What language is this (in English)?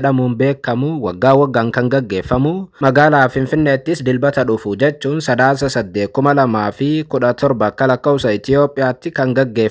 Oromo